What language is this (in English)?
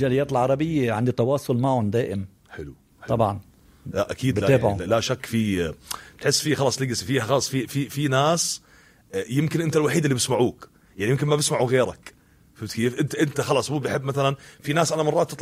North Levantine Arabic